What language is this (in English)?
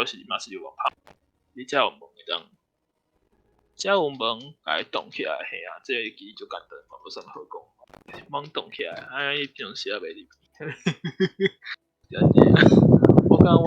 Min Nan Chinese